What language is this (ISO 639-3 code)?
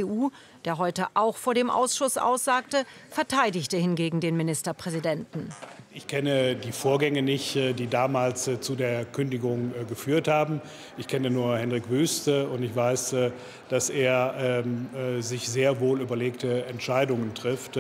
deu